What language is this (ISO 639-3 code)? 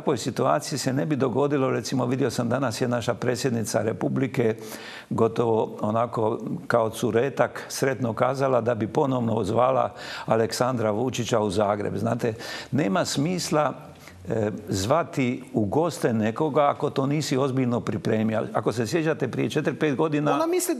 hrv